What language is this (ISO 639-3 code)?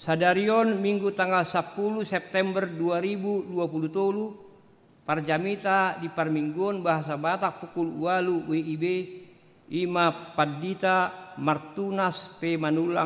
bbc